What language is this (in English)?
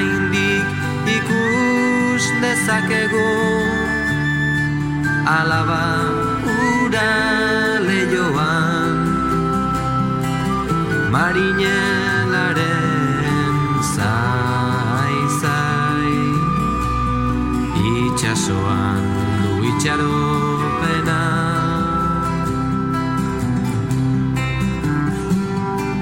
Basque